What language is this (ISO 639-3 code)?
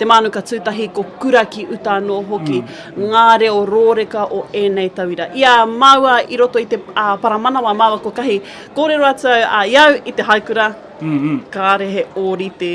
mri